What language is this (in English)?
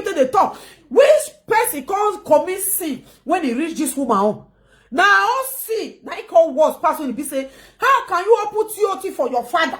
Nigerian Pidgin